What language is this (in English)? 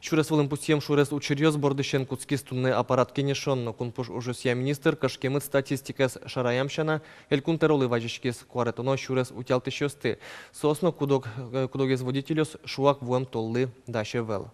Udmurt